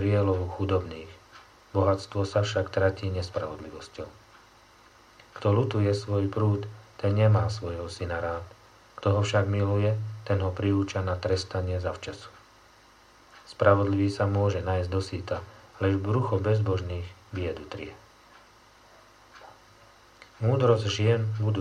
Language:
Slovak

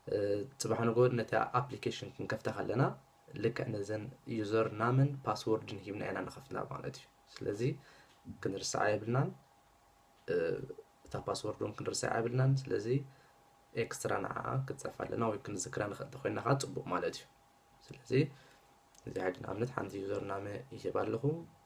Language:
Tigrinya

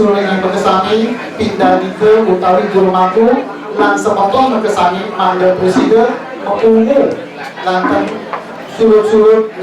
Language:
Balinese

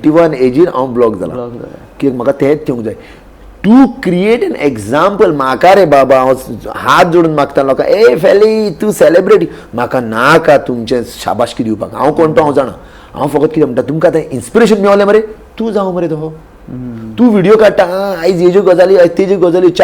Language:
Konkani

